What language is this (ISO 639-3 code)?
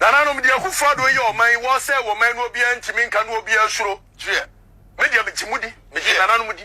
aka